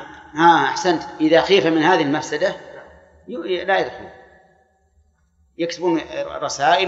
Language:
Arabic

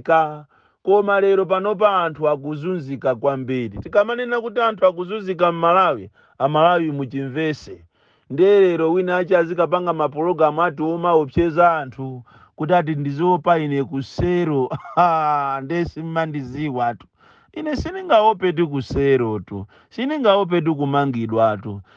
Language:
Nyanja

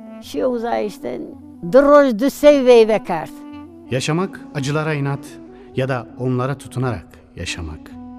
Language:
Zaza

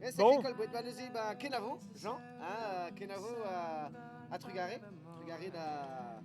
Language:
Breton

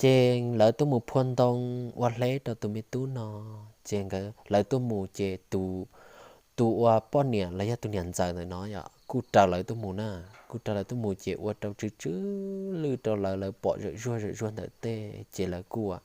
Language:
Hmong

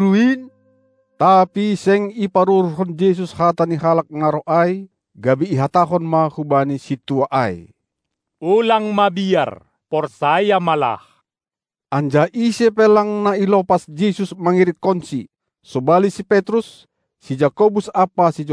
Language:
Batak Simalungun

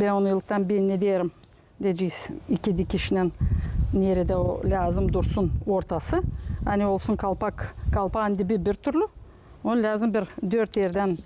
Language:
Gagauz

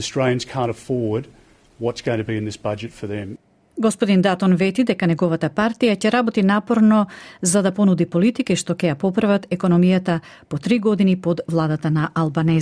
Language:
Macedonian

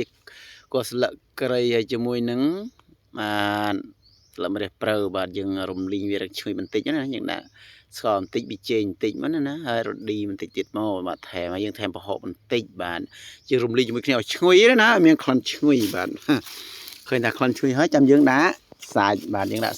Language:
Khmer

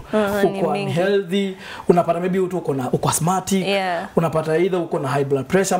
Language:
Swahili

